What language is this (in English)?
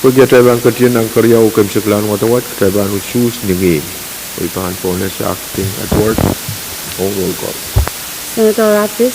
Pohnpeian